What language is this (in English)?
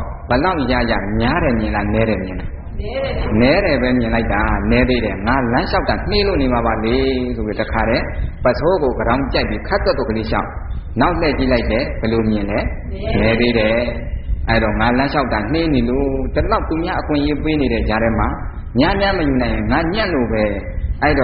Burmese